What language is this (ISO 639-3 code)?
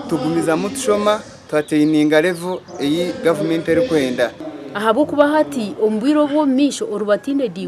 nyn